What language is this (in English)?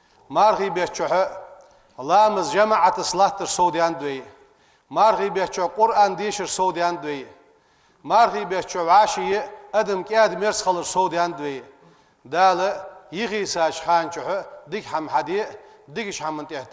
Ingush